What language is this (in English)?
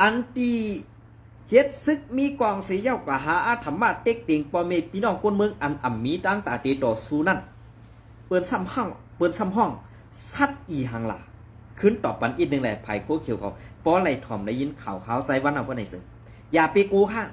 Shan